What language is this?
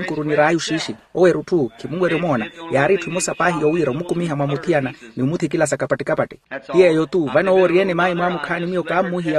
Makhuwa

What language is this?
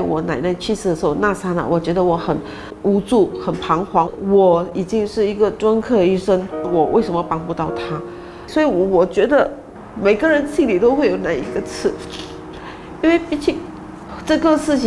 Chinese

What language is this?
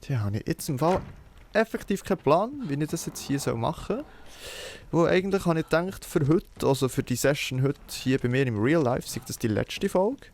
Swiss German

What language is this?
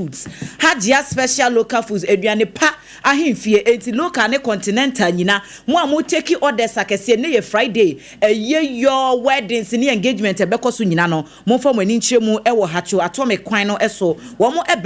Akan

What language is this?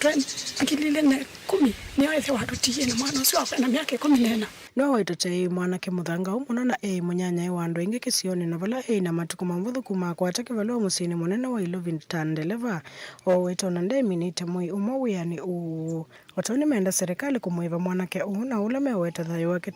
Kamba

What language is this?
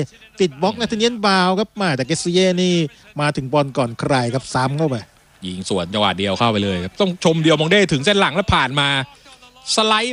Thai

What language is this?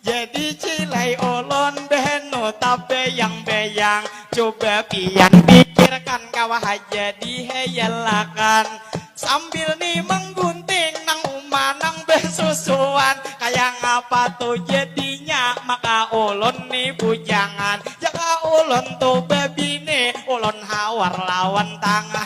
Banjar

